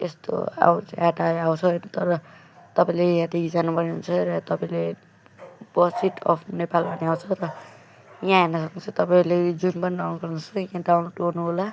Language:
Nepali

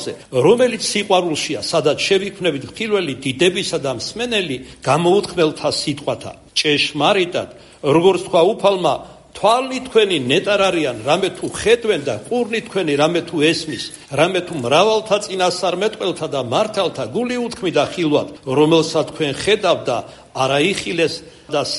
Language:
Georgian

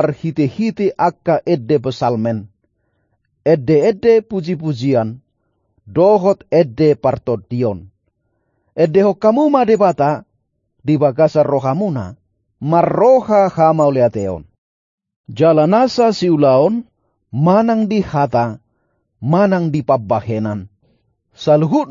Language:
Batak Toba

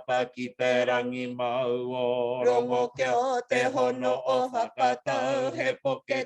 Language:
Māori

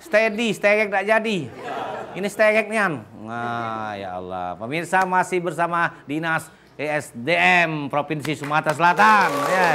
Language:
Musi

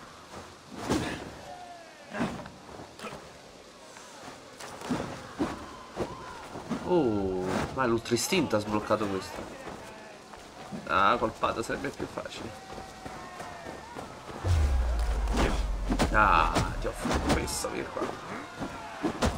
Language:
Italian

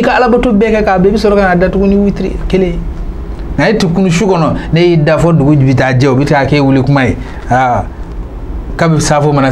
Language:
Bambara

